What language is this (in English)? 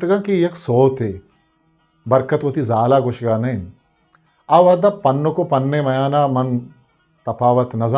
Eastern Balochi